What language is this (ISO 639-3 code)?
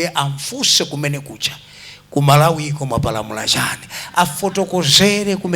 nya